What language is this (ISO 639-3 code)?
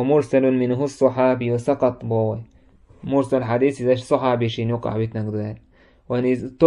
che